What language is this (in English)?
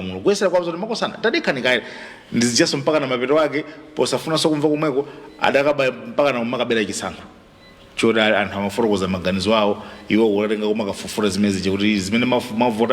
Nyanja